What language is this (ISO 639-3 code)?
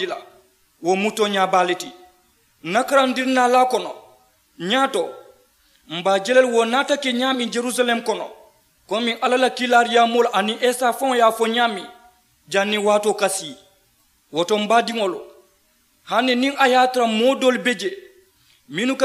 man